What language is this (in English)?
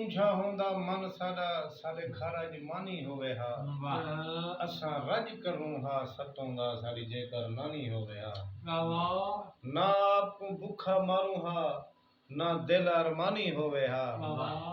Saraiki